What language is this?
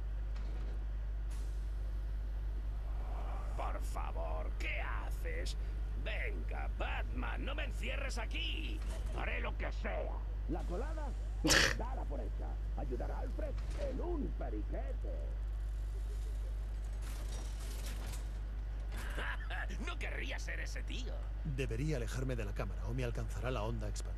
Spanish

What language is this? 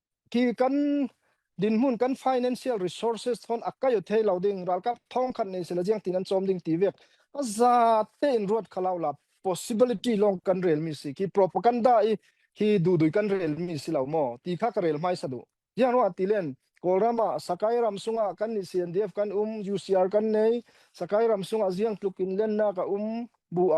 Falam Chin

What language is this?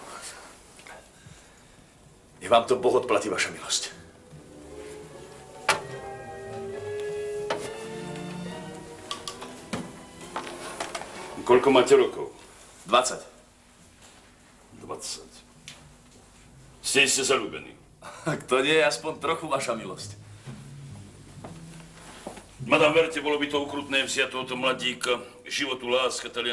Slovak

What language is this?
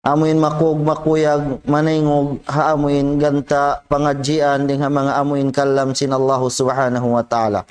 Tausug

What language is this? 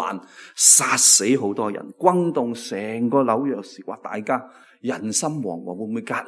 Cantonese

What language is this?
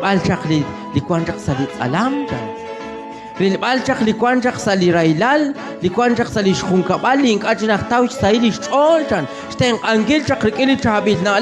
Kekchí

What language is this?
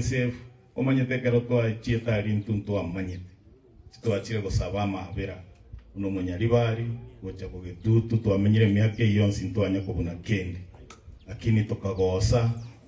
Gusii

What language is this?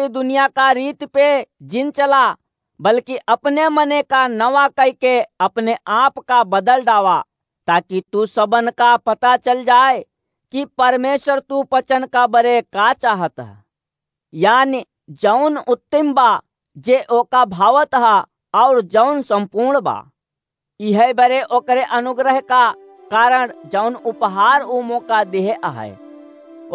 Awadhi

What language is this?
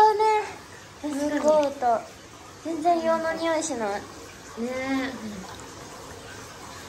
Japanese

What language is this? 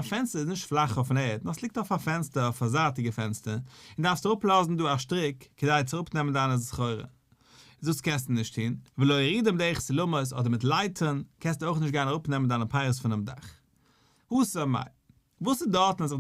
Yiddish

